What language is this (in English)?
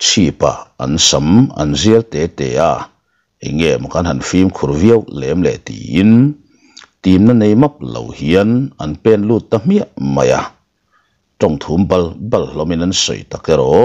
Mizo